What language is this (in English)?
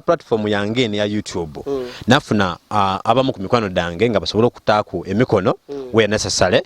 Ganda